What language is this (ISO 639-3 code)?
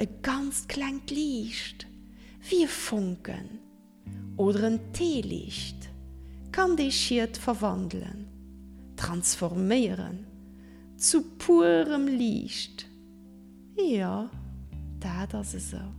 ltz